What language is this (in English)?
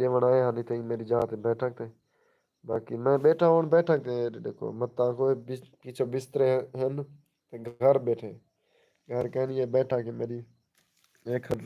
Saraiki